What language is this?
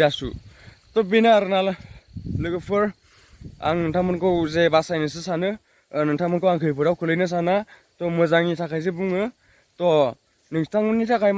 Bodo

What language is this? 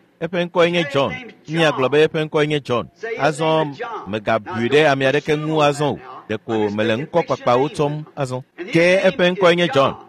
Ewe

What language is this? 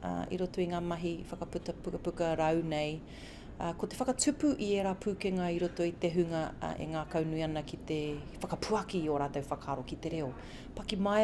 Māori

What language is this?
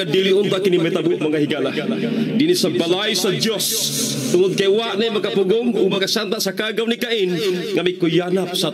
Cebuano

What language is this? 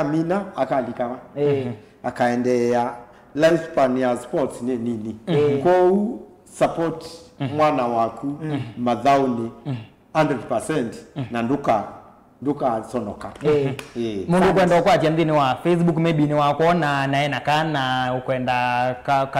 Kamba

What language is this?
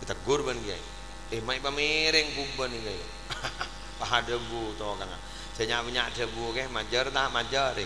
Madurese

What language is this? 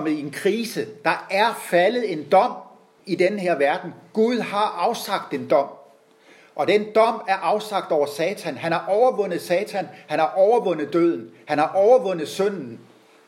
Danish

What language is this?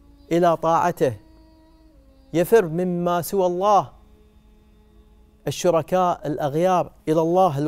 Arabic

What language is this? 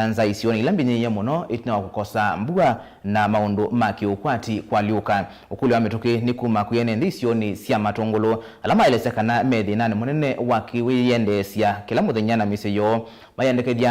Kamba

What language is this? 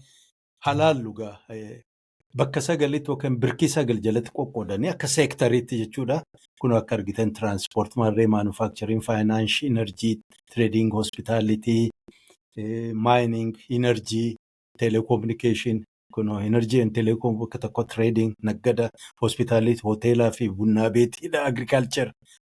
Oromo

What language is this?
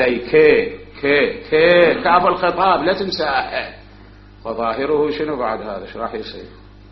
Mesopotamian Arabic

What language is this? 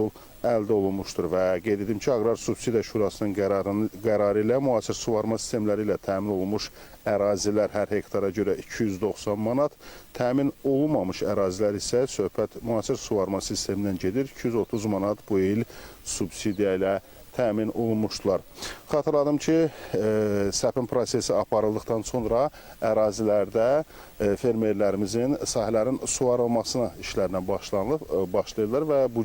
Azerbaijani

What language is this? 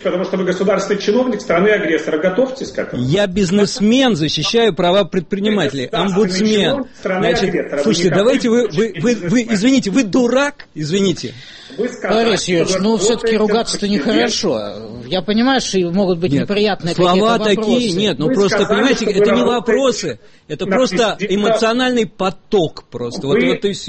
Russian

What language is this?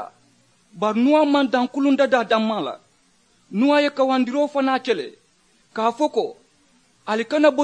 Mandingo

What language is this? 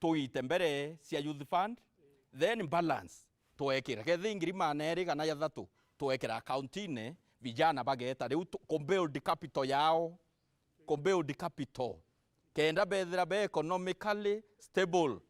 Meru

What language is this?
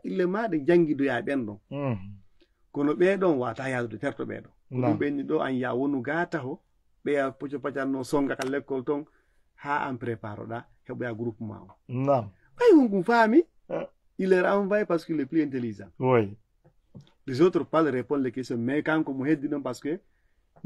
Fula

